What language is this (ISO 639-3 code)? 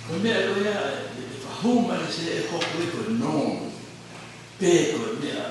ton